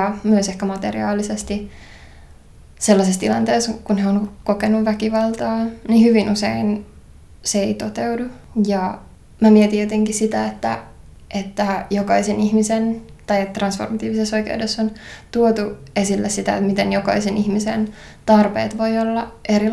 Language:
Finnish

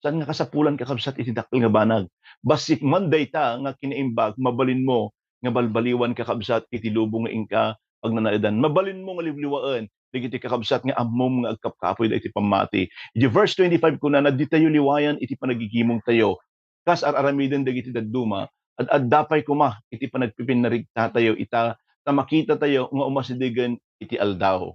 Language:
Iloko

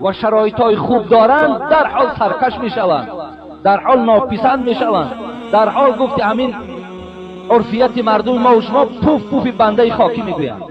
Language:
Tajik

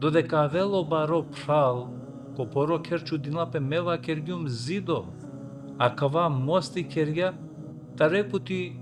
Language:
Balkan Romani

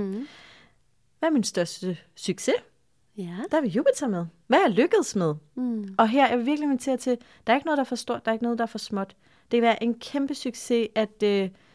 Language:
Danish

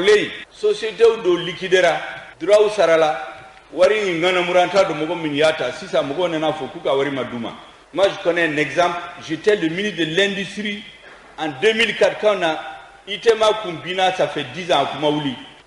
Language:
Bambara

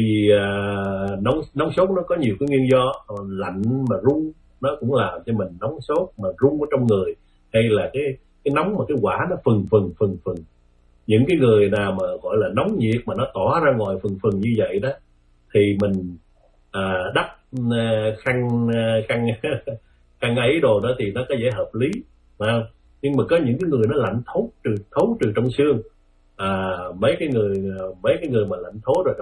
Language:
Vietnamese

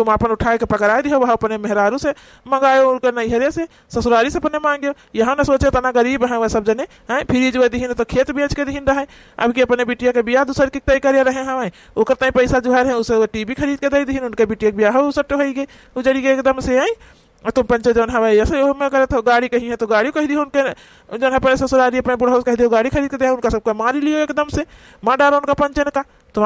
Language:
Awadhi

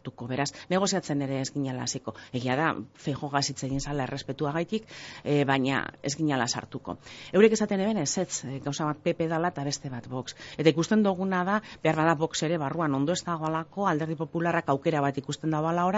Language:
Basque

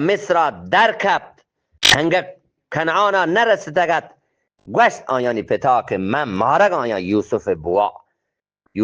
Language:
Eastern Balochi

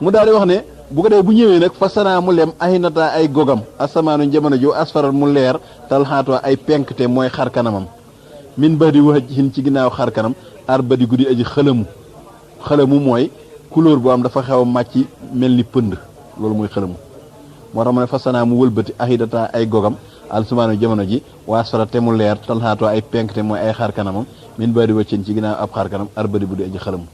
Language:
Wolof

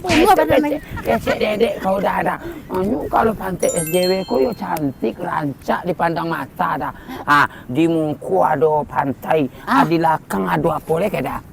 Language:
Minangkabau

